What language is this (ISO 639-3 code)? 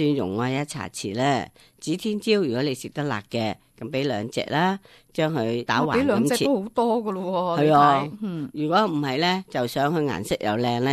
yue